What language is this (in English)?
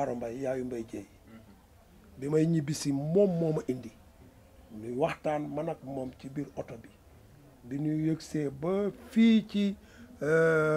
Wolof